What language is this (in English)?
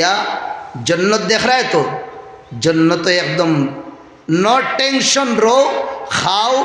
Sylheti